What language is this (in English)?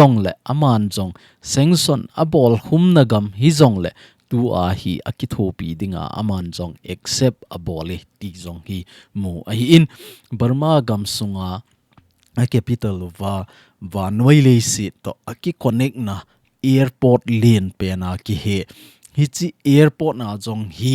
Thado Chin